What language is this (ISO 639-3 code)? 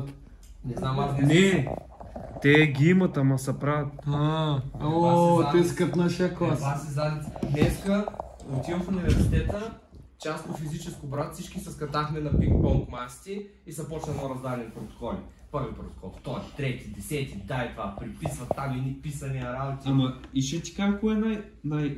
bul